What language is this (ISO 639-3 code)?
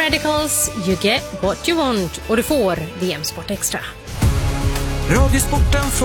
swe